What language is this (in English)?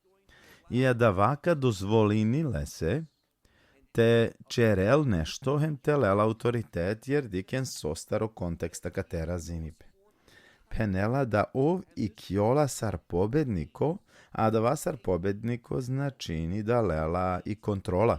Balkan Romani